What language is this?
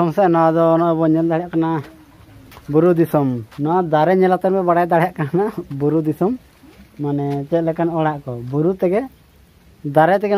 Santali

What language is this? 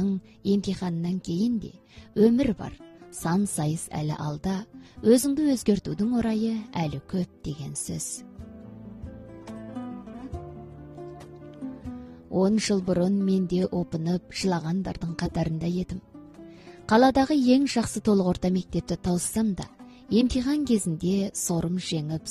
Kazakh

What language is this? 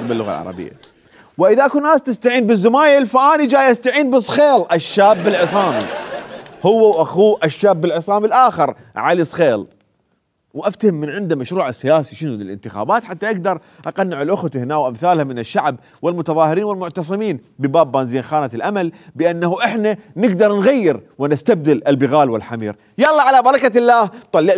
Mesopotamian Arabic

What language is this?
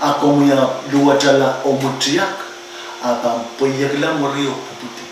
Pohnpeian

